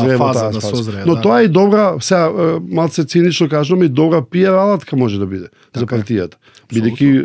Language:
Macedonian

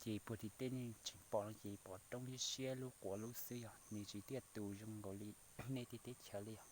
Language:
Hmong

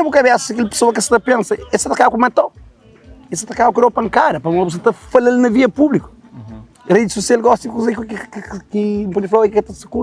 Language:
Kabuverdianu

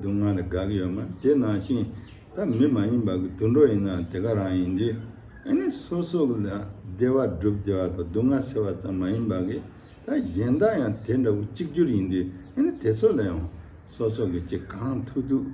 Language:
Tibetan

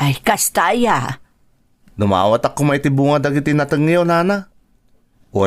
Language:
Iloko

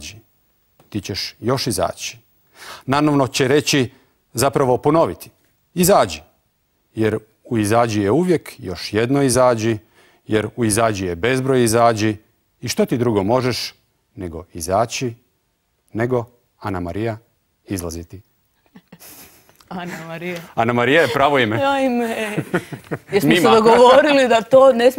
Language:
Croatian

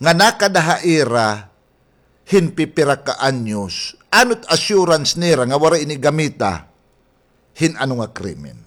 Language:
Waray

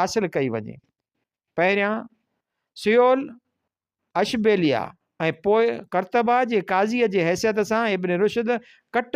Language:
Sindhi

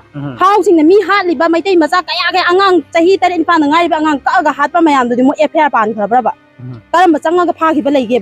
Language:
Manipuri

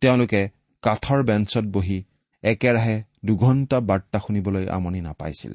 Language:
Assamese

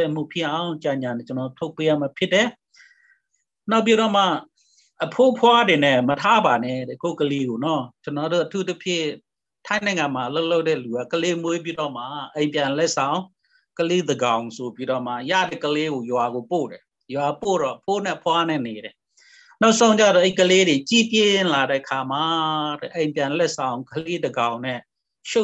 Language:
Burmese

